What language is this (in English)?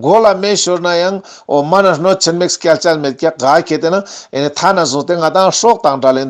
Ladakhi